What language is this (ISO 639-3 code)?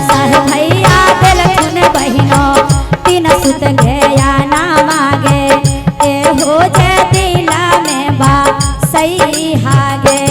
mag